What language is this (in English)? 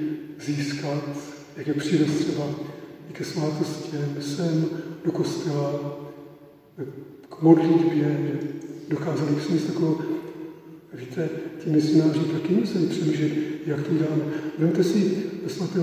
Czech